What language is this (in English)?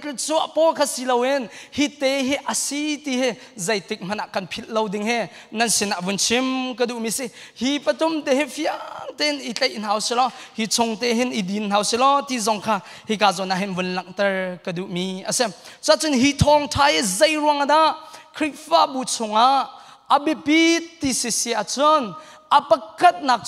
Hakha Chin